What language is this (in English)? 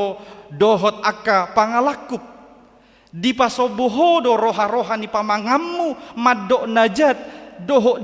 Batak Toba